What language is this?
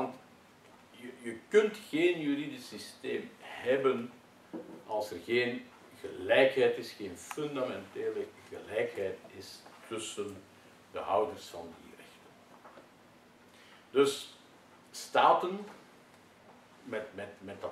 Dutch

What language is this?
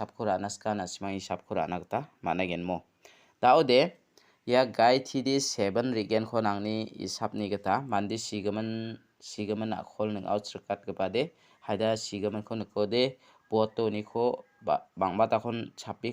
Garo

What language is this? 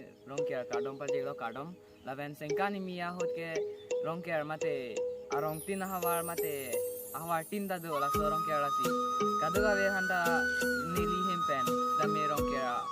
Karbi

